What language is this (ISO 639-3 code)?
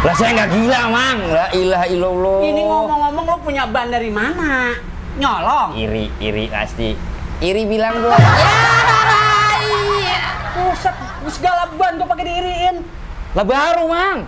bew